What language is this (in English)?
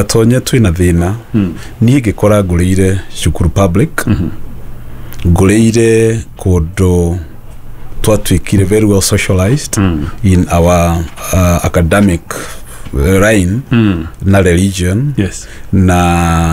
Kikuyu